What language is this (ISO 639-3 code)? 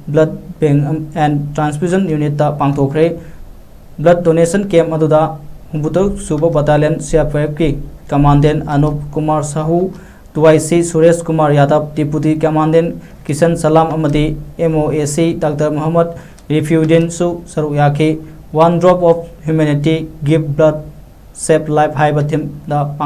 mni